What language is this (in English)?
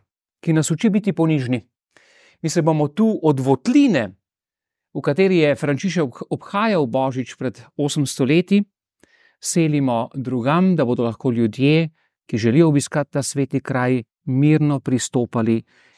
Slovenian